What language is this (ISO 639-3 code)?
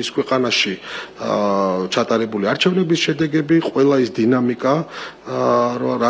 kat